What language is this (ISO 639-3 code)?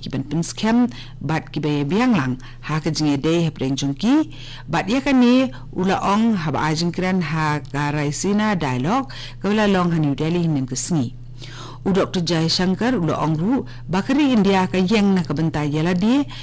kha